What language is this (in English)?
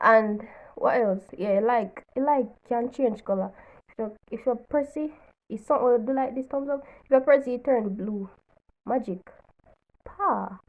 Jamaican Creole English